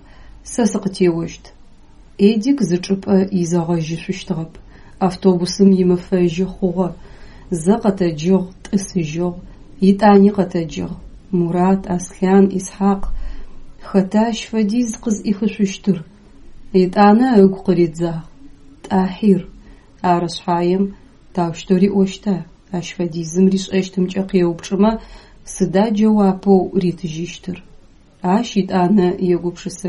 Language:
Adyghe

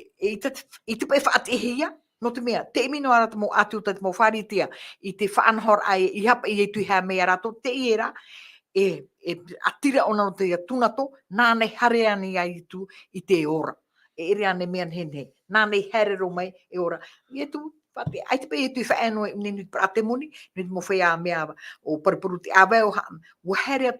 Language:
Tahitian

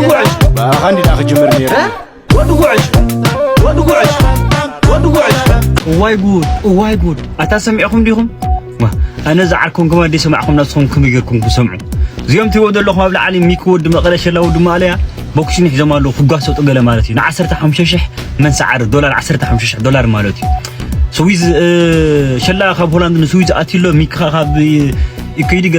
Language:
Tigrinya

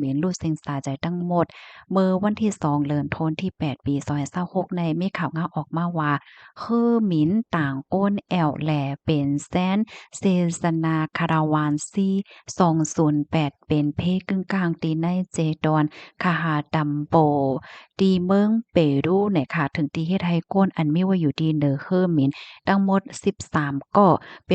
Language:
Shan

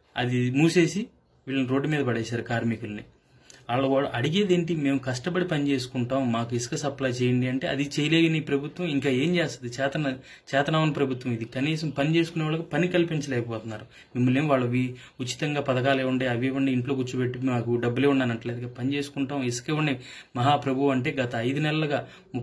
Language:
Telugu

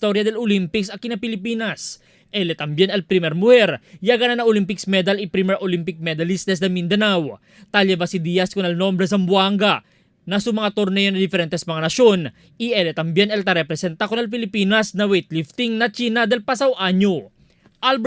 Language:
Chavacano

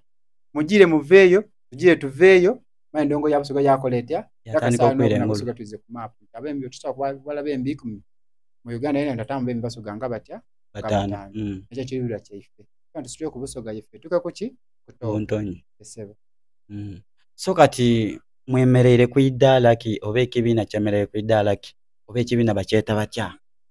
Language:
Soga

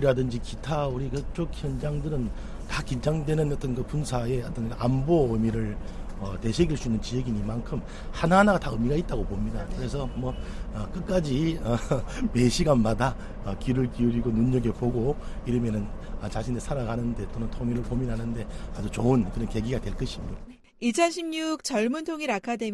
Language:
Korean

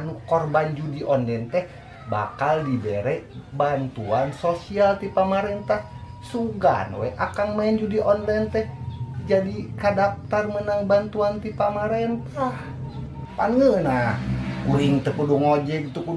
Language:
Sundanese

